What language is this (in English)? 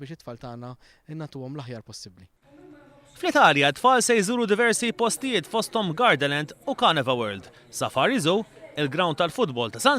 Maltese